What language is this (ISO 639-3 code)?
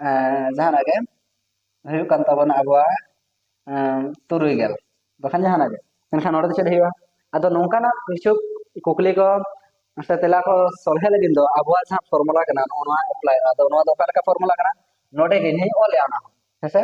sat